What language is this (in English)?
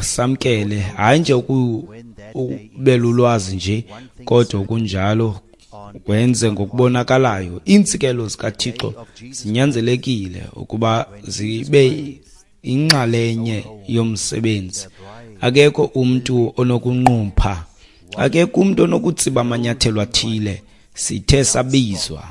Xhosa